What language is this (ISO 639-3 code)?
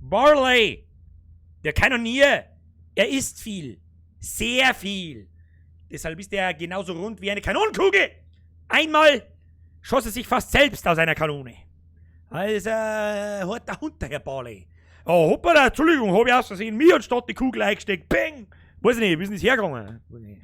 bar